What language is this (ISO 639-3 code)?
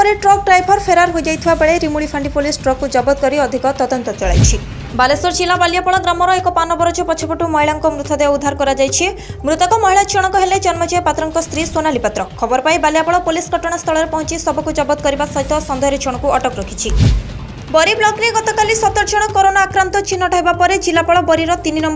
ori